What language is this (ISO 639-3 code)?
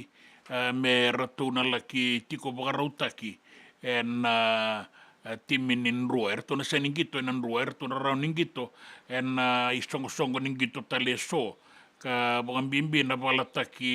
fij